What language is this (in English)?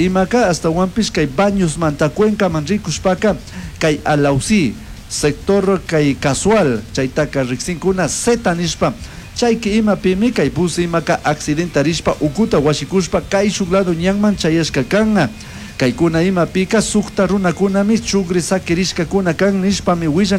Chimborazo Highland Quichua